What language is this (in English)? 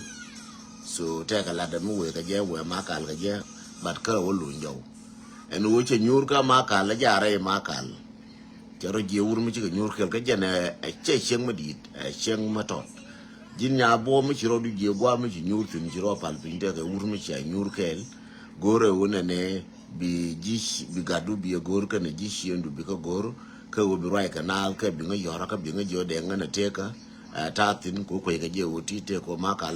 Nuer